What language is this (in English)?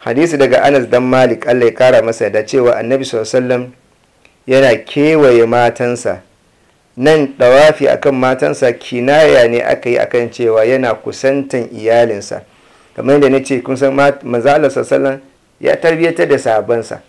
Hausa